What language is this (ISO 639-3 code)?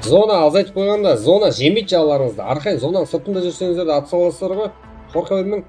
kaa